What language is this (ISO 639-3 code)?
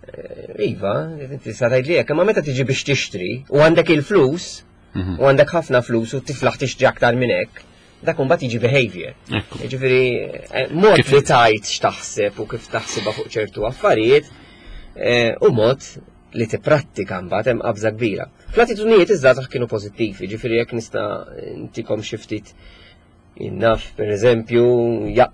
mlt